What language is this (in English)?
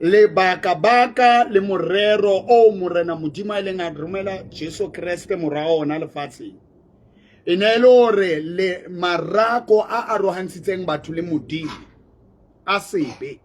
Southern Sotho